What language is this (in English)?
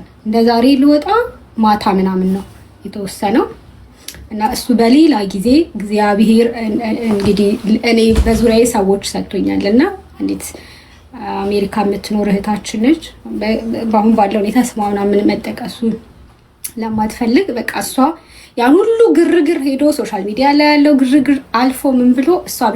Amharic